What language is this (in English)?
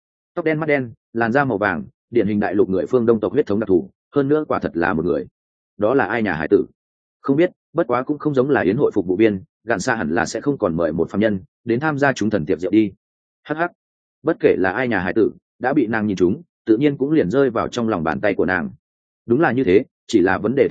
Vietnamese